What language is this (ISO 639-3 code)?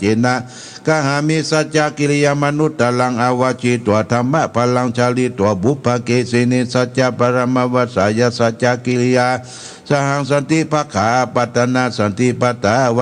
pli